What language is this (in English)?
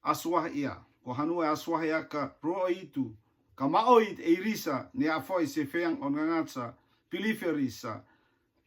Rotuman